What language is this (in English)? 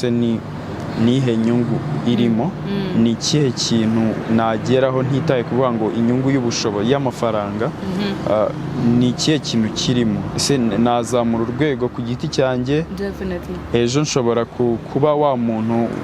Kinyarwanda